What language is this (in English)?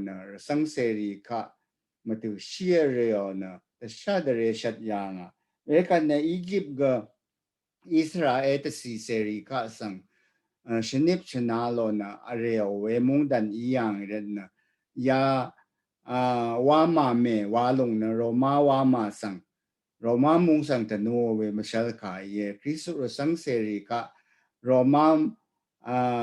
Rawang